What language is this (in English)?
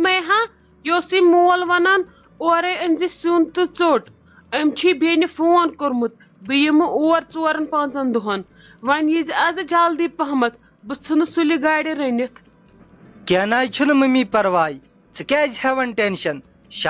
Kashmiri